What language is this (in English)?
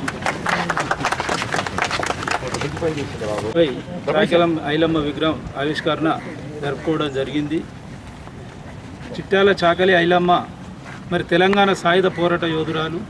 Telugu